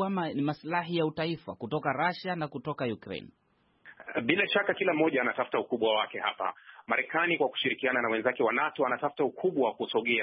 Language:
Swahili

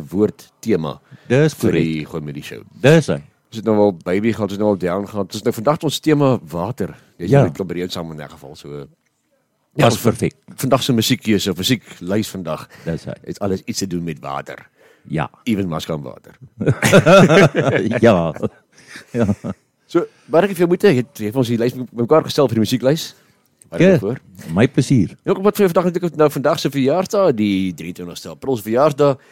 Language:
Afrikaans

